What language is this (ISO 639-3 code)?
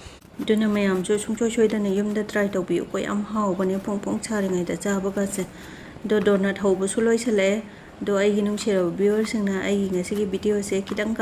mni